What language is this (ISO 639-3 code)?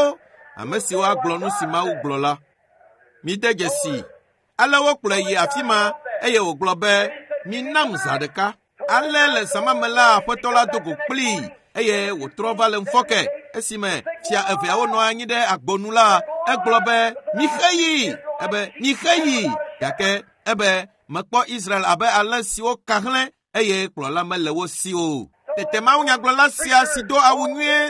ewe